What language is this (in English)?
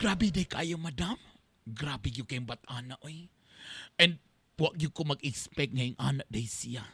Cebuano